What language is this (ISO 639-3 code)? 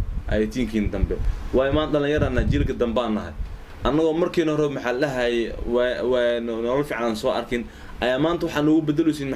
som